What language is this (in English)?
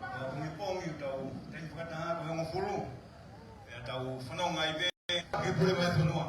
Tongan